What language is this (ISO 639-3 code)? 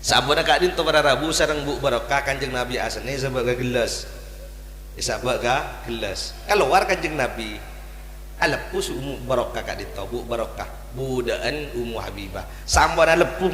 mad